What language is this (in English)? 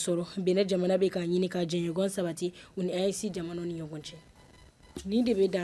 Bambara